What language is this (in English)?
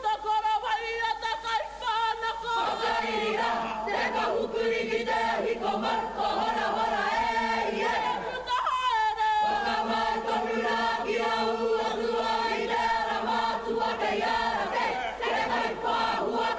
Māori